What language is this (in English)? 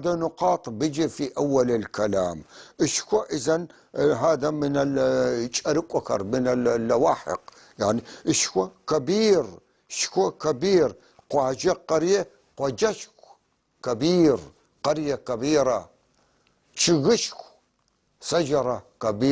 North Levantine Arabic